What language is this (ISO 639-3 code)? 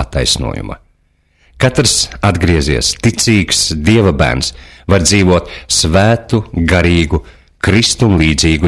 lav